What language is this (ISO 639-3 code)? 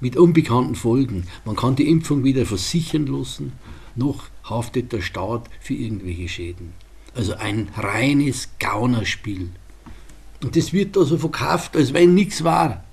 bar